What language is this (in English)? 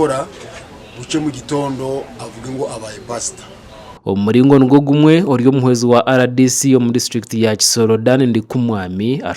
Nyankole